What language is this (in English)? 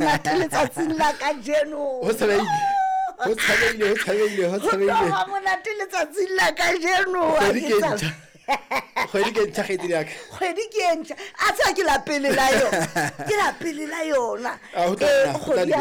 Southern Sotho